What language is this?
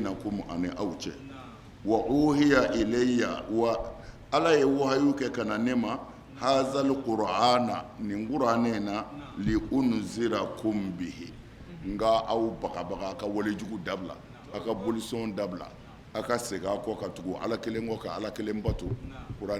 Bambara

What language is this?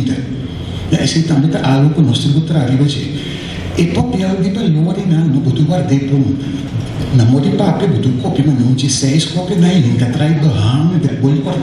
Papiamento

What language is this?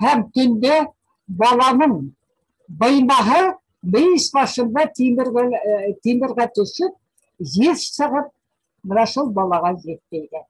Bashkir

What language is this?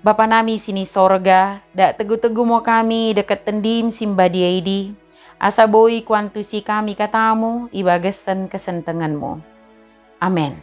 Batak Dairi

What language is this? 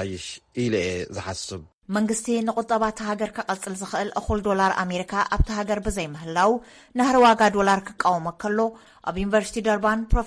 Tigrinya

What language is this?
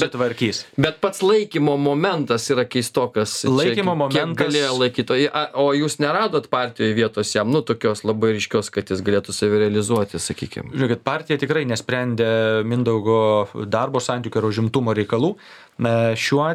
Lithuanian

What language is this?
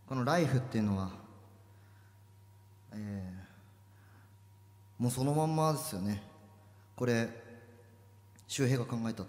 Japanese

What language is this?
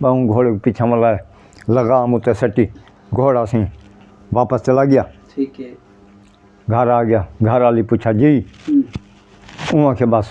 Saraiki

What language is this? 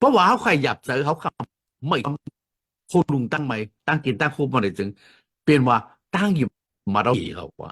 Shan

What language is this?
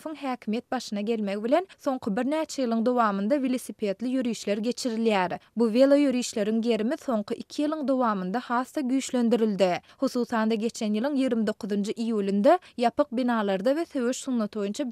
Turkmen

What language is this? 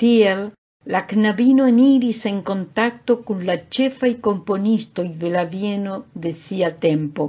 Esperanto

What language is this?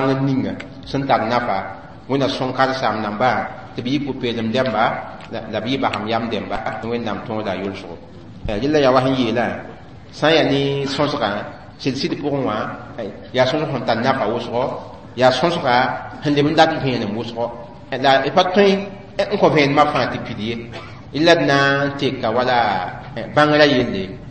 Mossi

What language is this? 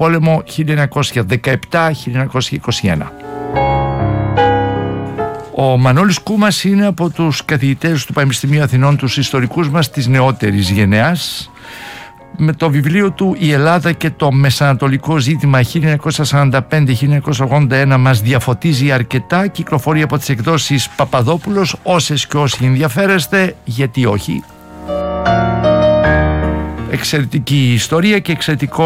Greek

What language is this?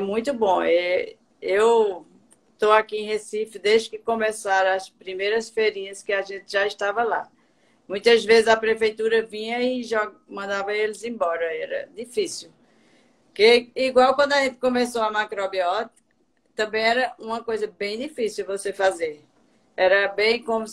Portuguese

